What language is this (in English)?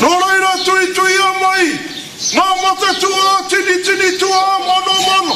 Māori